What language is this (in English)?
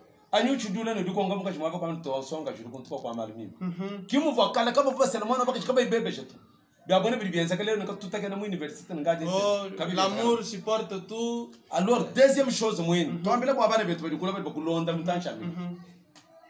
Luba-Lulua